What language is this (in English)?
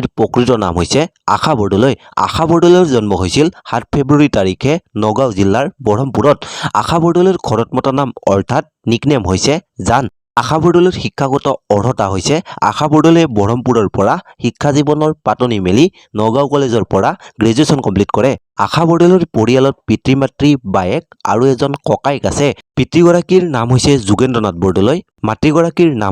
Assamese